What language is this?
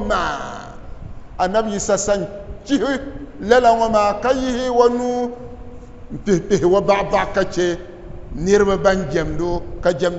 Dagbani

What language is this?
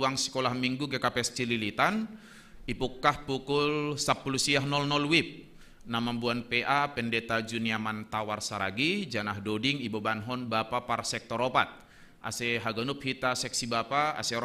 Batak Simalungun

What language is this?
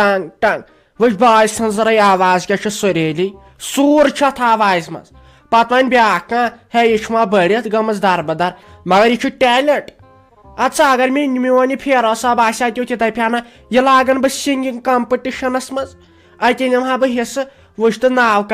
Kashmiri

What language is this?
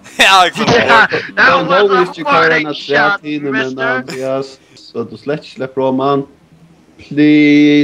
Faroese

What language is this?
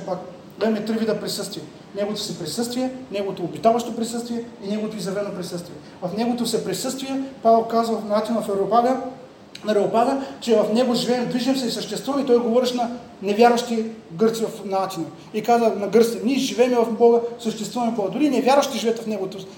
Bulgarian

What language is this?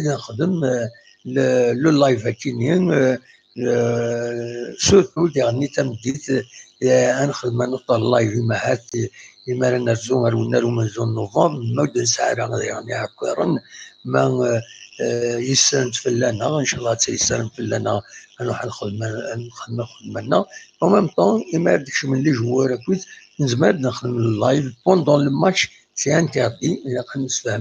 Kabyle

